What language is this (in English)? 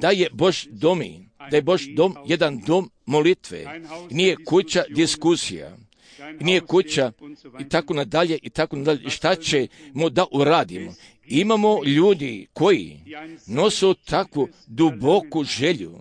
Croatian